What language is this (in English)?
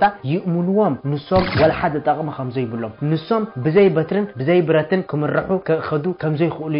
Tigrinya